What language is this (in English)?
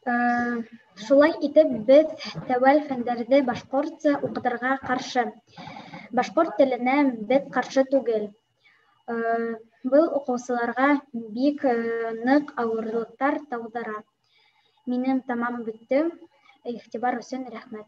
Bashkir